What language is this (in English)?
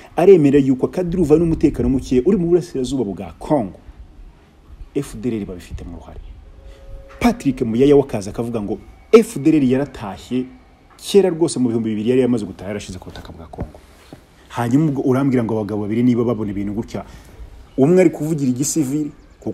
Kinyarwanda